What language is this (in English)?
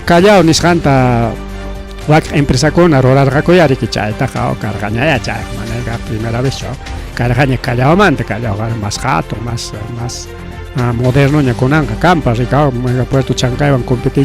Ayacucho Quechua